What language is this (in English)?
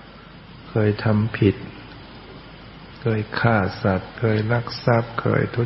Thai